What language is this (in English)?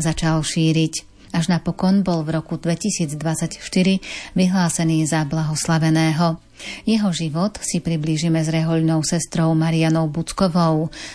Slovak